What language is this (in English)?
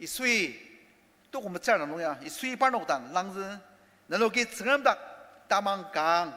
Ao Naga